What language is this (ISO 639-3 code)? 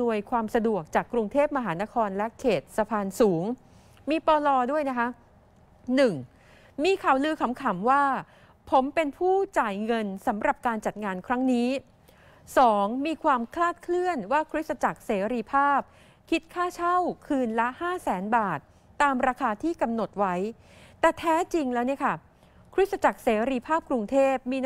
tha